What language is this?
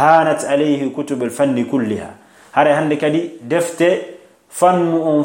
Fula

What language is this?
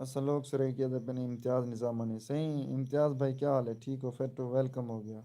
Saraiki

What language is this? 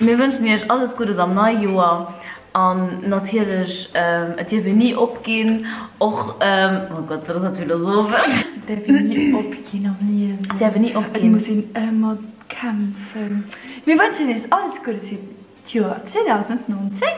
Luxembourgish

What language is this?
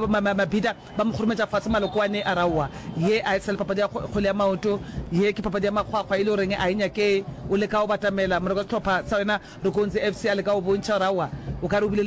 Northern Sotho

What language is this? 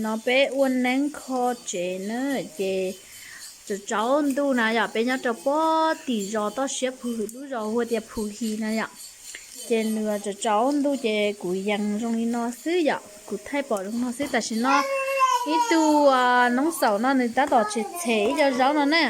Hmong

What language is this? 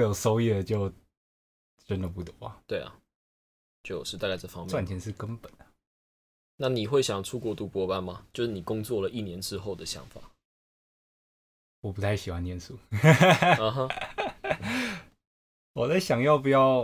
Chinese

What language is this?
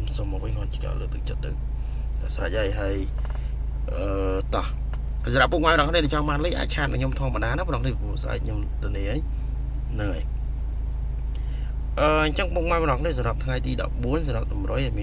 Khmer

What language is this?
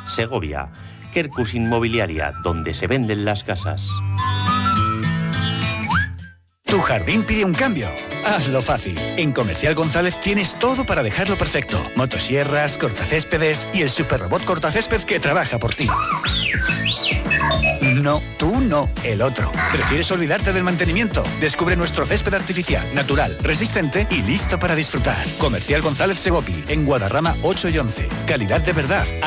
Spanish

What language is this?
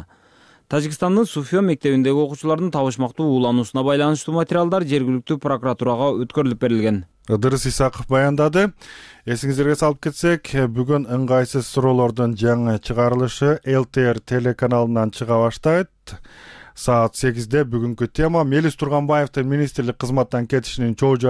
Kyrgyz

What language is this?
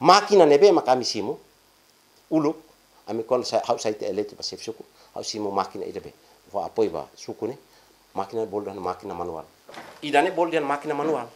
Tetum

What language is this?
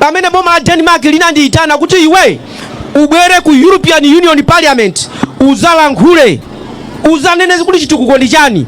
Nyanja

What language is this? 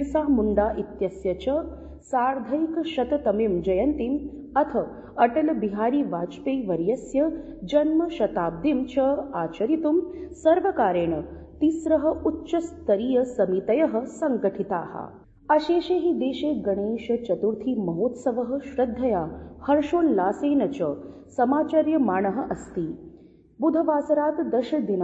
Sanskrit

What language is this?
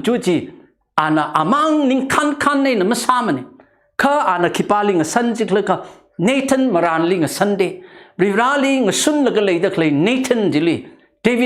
Tangkhul Naga (India)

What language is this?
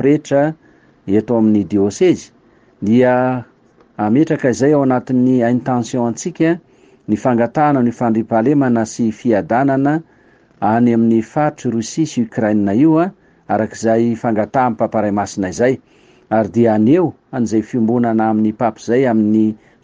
Malagasy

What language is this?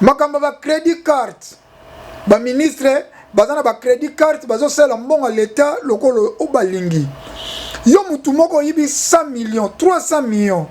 Lingala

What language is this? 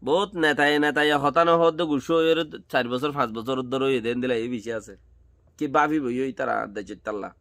Rohingya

